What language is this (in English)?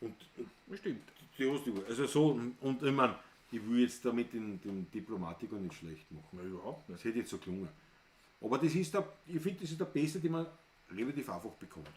Bavarian